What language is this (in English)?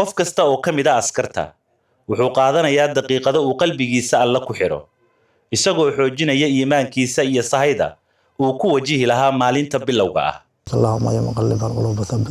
Somali